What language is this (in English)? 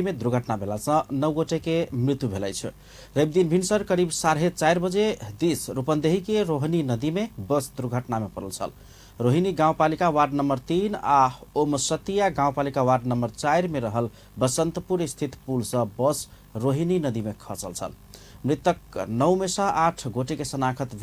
Maithili